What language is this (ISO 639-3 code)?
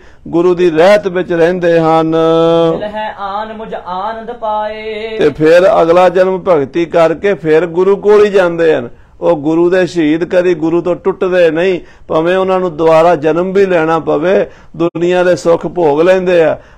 pan